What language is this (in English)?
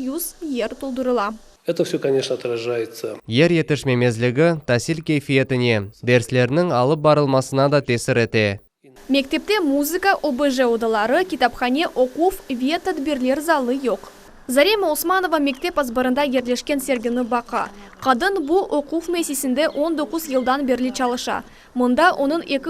Crimean Tatar